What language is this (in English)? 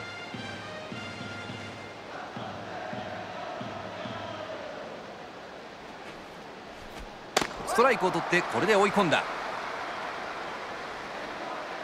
Japanese